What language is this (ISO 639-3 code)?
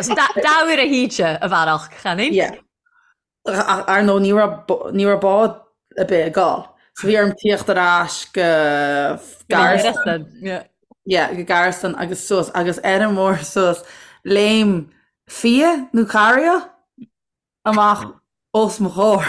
gle